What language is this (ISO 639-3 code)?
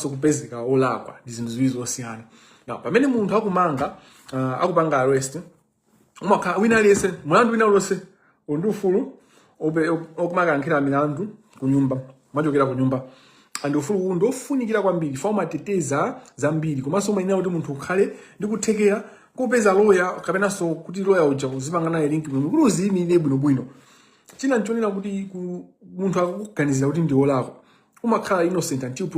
nya